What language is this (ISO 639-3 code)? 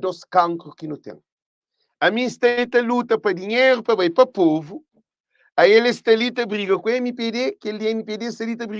kea